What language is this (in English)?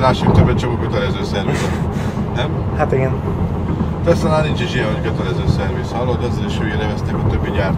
Hungarian